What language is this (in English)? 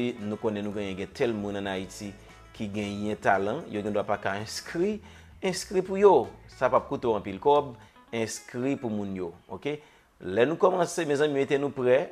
Haitian Creole